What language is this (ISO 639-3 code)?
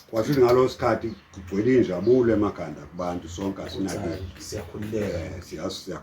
zul